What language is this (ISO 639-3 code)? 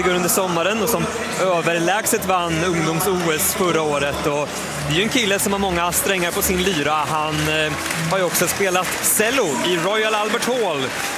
swe